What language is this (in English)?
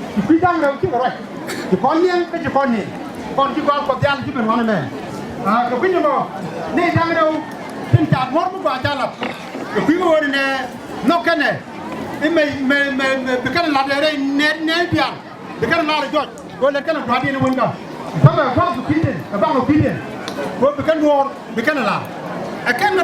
Nuer